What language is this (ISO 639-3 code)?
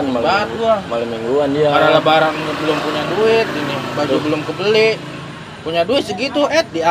bew